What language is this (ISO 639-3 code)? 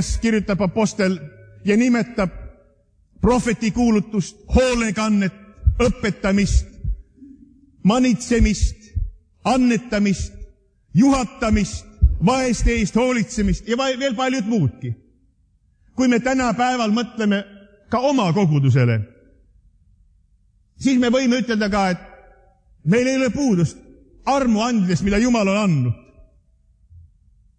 est